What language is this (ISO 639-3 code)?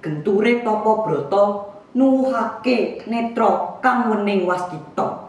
jav